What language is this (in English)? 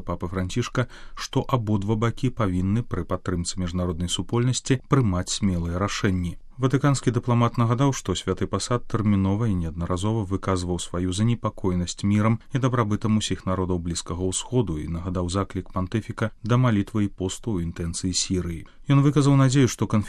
Belarusian